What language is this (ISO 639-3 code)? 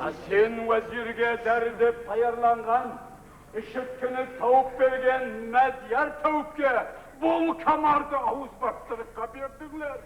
kaa